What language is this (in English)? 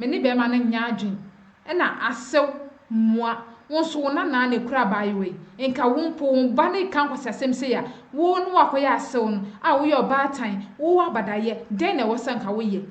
Akan